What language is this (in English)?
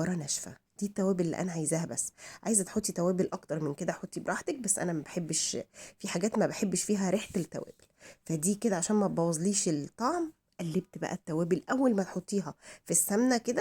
Egyptian Arabic